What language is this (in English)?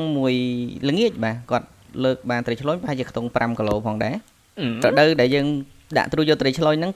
Khmer